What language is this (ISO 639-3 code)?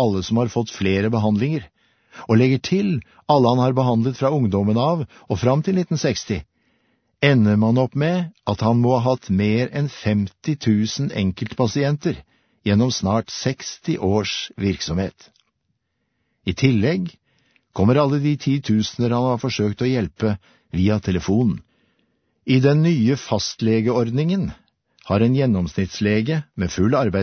nor